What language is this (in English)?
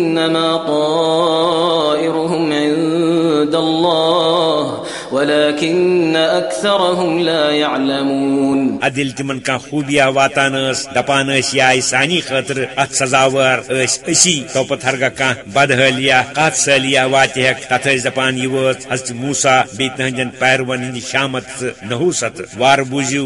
Kashmiri